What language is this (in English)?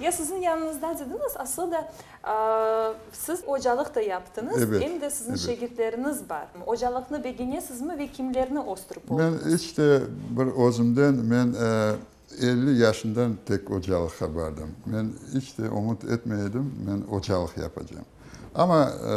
Crimean Tatar